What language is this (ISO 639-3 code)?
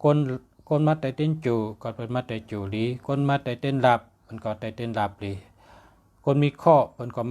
shn